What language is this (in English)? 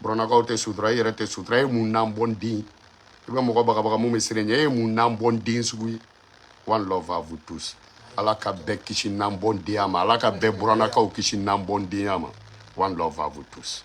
Bambara